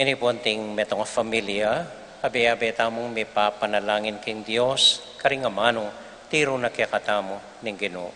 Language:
Pampanga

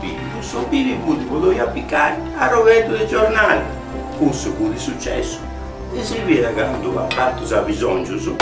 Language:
Sardinian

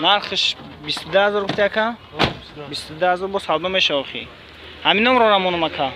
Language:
Tajik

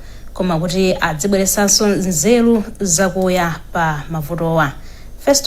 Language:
Nyanja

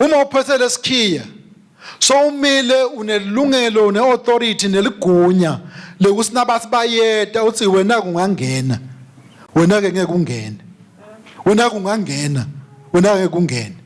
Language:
Swati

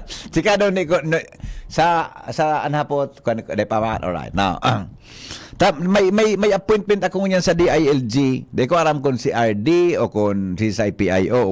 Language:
Bikol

